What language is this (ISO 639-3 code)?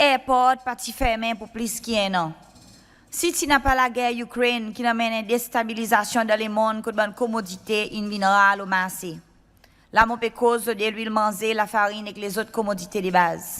crs